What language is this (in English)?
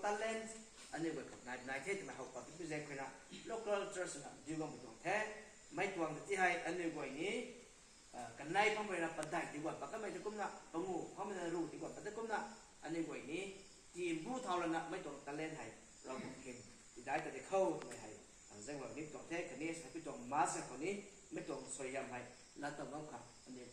Rongmei Naga